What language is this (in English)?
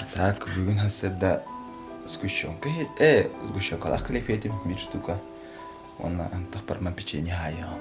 Yakut